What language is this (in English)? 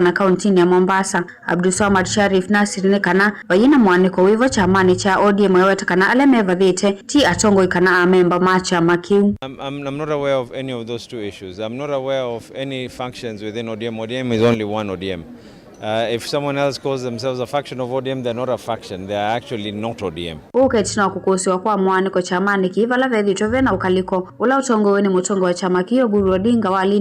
Kamba